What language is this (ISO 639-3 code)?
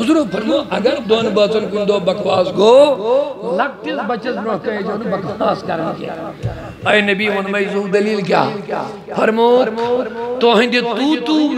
kas